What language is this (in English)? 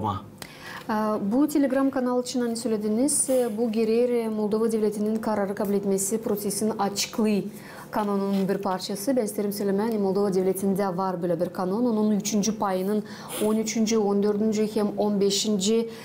Gagauz